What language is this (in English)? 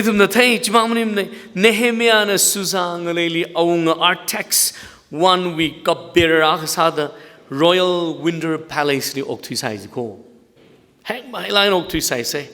Tangkhul Naga (India)